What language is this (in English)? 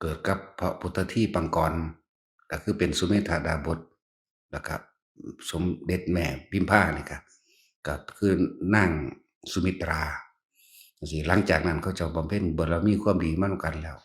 Northeastern Thai